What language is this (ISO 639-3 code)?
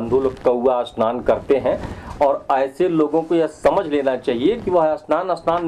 hin